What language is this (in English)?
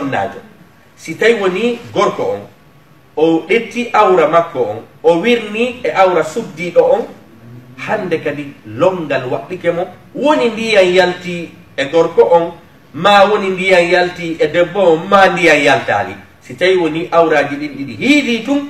Fula